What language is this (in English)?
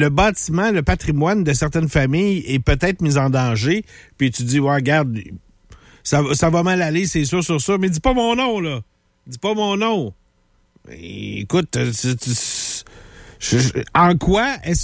French